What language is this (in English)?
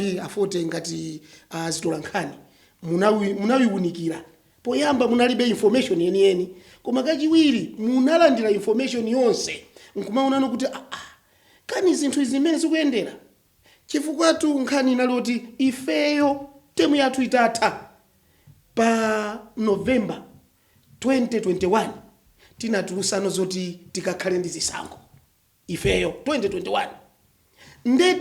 Nyanja